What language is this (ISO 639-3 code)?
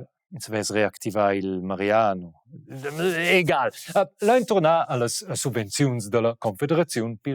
roh